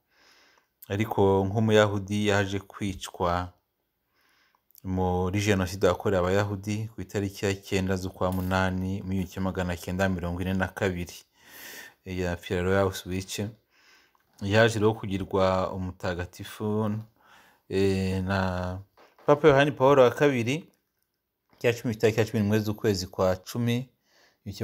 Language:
Kinyarwanda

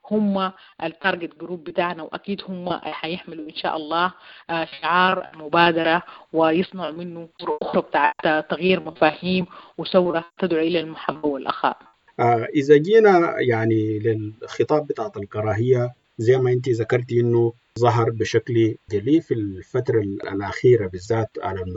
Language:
Sudanese Arabic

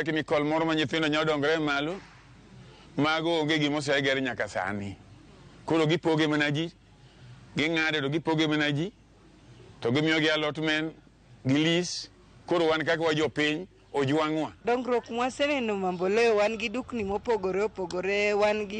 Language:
Luo (Kenya and Tanzania)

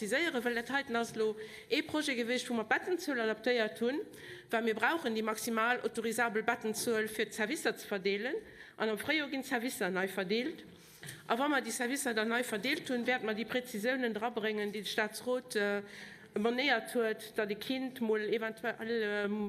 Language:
Luxembourgish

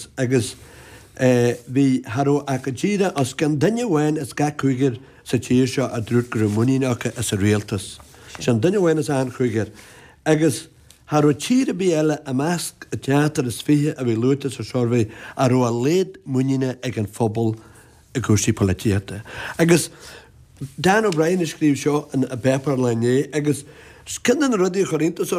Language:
Irish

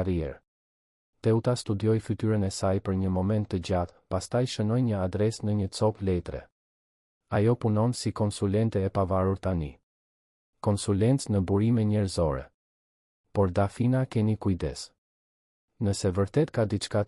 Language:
Albanian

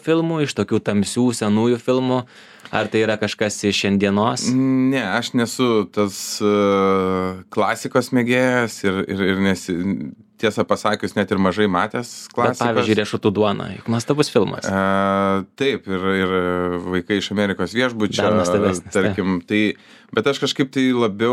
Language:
Lithuanian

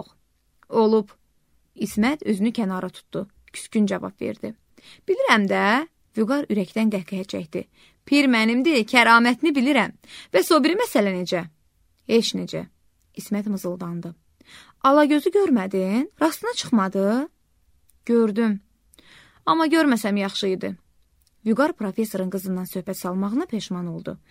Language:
Azerbaijani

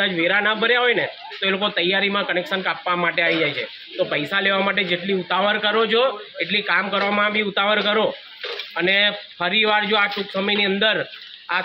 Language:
Gujarati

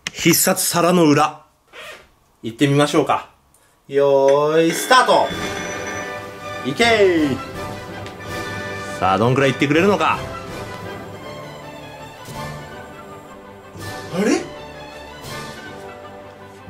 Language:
Japanese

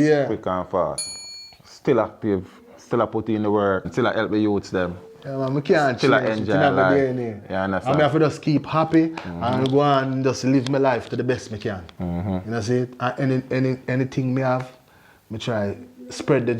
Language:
Jamaican Creole English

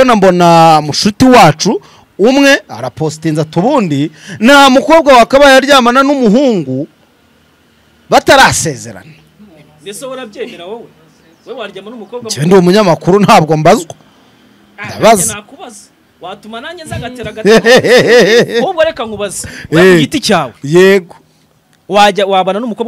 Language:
Kinyarwanda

